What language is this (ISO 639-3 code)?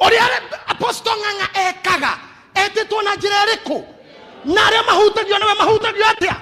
kik